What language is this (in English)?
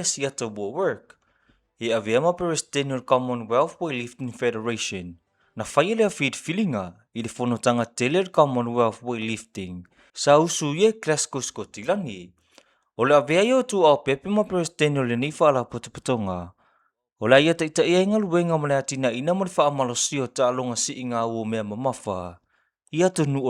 Samoan